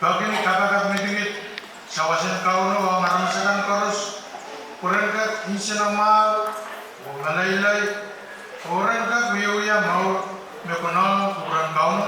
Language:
Pohnpeian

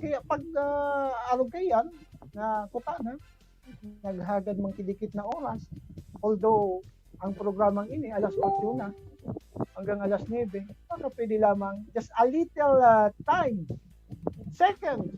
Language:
Bikol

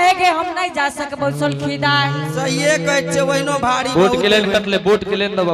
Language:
Angika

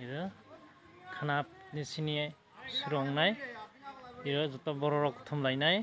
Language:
Kok Borok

